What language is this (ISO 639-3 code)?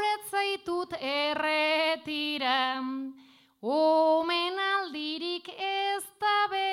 eus